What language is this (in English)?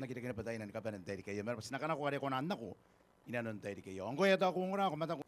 Gilbertese